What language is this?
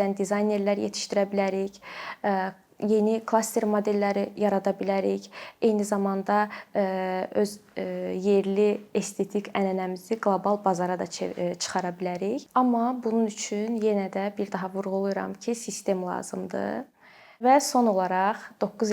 Azerbaijani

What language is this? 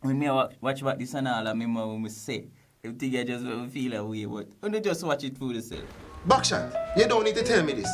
Jamaican Creole English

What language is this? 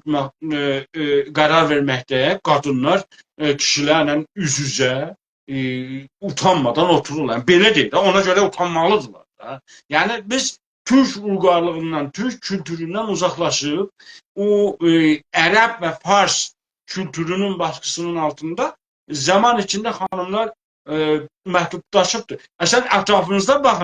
South Azerbaijani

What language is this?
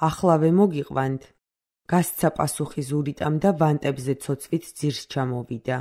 Georgian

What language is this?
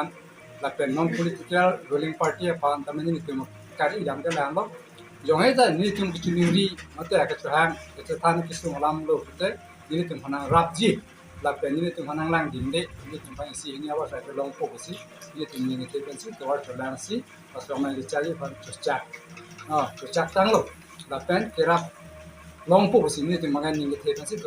Karbi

